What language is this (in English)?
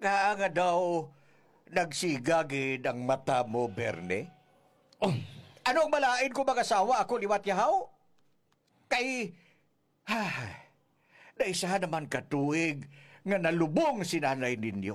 Hiligaynon